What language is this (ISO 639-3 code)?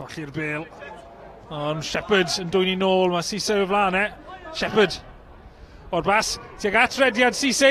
cym